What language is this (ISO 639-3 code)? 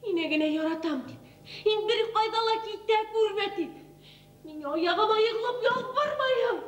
bak